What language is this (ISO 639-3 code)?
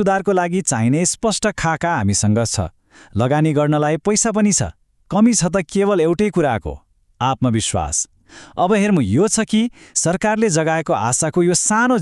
nep